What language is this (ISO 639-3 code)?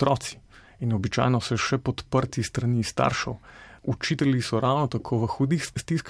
slv